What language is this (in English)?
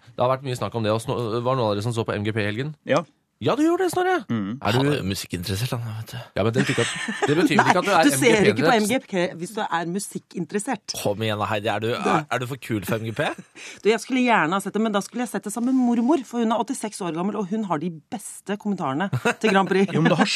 Norwegian